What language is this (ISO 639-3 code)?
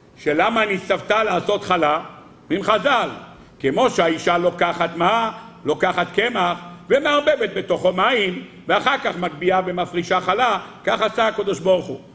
heb